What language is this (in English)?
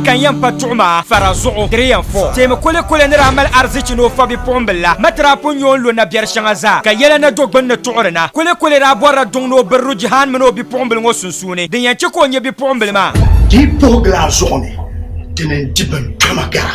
Dagbani